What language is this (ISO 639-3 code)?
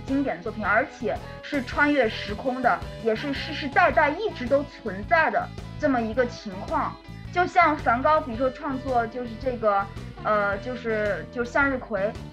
zho